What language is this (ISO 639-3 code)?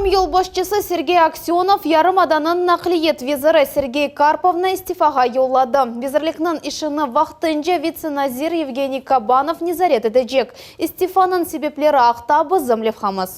crh